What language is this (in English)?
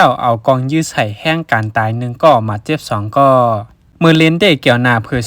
Shan